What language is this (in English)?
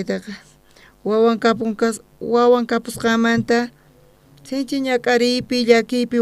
South Bolivian Quechua